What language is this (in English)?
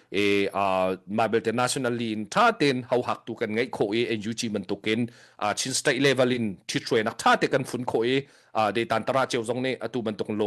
Hakha Chin